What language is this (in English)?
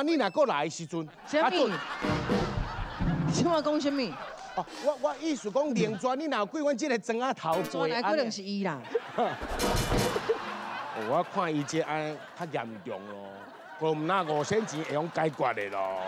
Min Nan Chinese